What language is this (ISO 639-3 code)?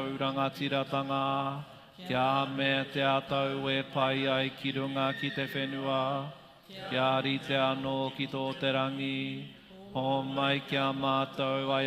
mri